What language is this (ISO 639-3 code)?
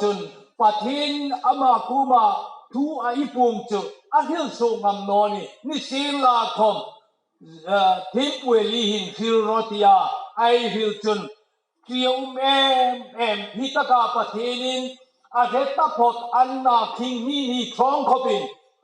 hmr